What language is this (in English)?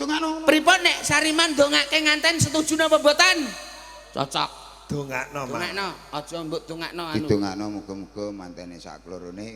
Javanese